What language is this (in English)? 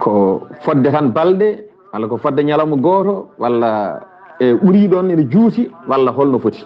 Fula